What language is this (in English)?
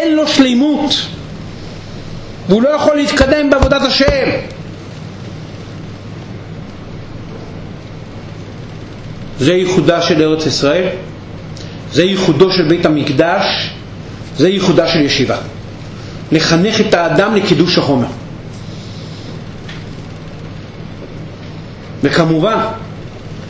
Hebrew